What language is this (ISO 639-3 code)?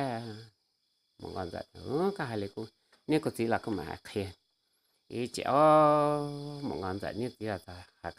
hmn